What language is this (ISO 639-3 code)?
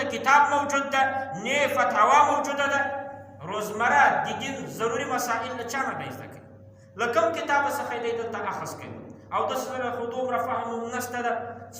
pus